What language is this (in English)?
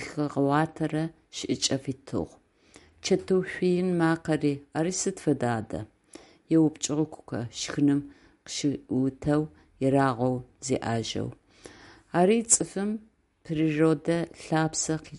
Adyghe